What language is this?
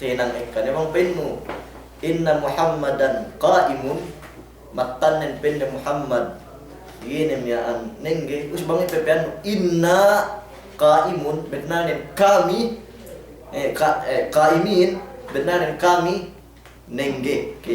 Yakan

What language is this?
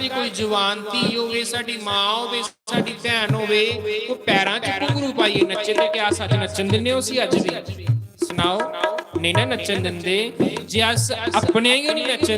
Dogri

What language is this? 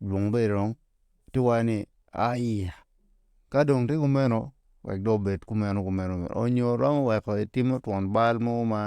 Acoli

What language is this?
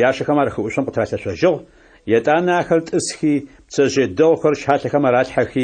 Adyghe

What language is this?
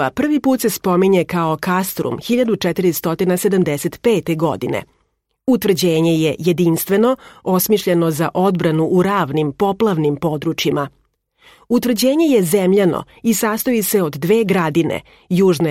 Serbian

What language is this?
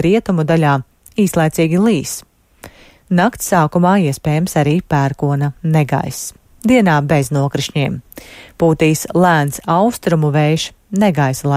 Latvian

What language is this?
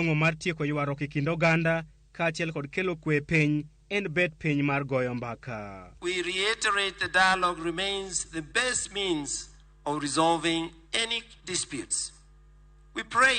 Luo (Kenya and Tanzania)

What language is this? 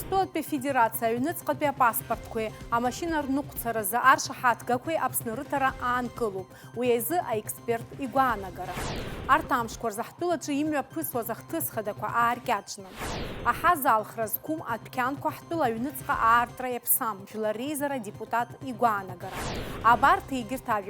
Abkhazian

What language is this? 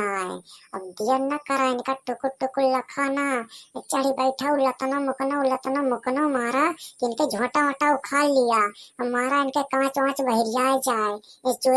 Awadhi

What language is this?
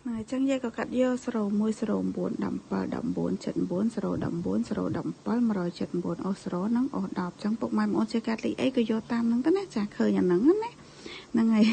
Khmer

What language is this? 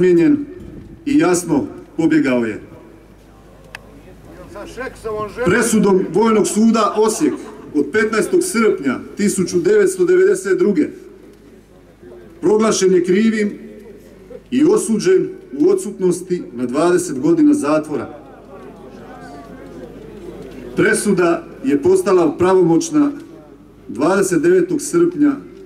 Croatian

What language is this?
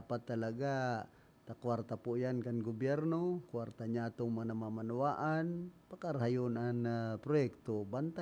Bikol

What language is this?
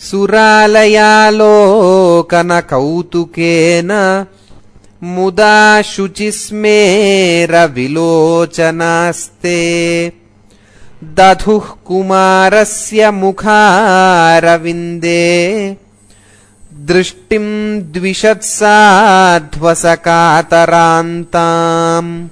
Sanskrit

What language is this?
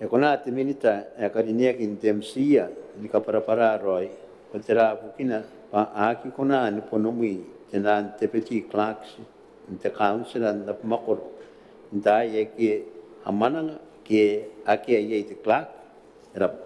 Gilbertese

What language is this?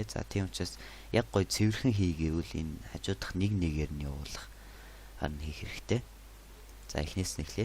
Mongolian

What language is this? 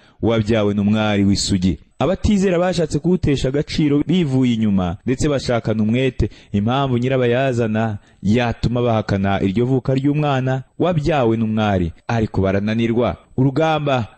Kinyarwanda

